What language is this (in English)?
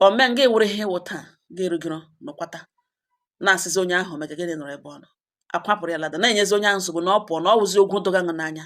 Igbo